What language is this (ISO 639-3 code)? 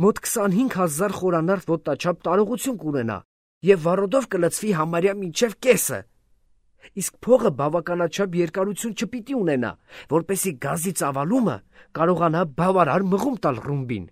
hye